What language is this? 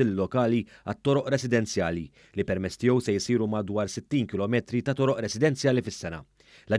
Maltese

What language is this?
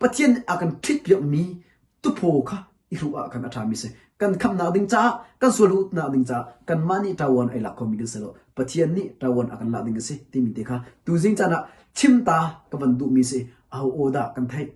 Hakha Chin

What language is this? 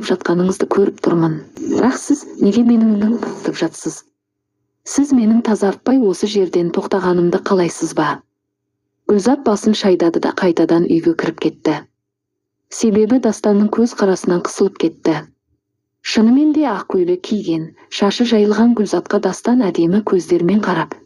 Kazakh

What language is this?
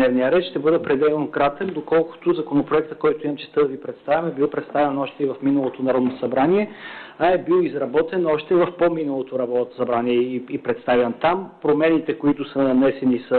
Bulgarian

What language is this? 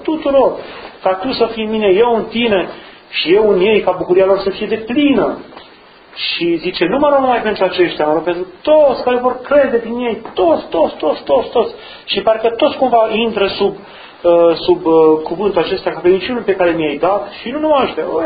Romanian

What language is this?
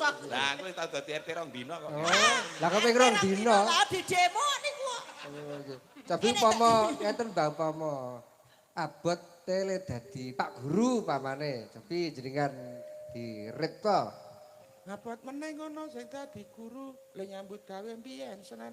Javanese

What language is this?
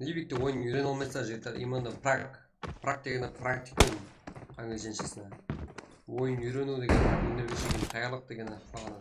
Kara-Kalpak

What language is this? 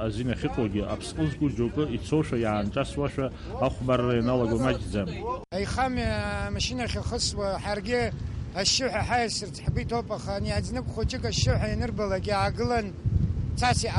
Abkhazian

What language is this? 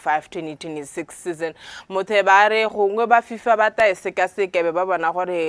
Tswana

